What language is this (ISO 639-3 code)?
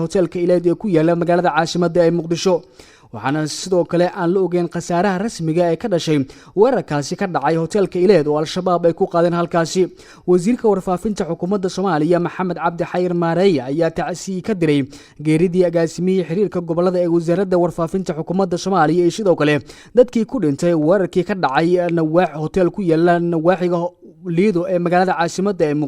som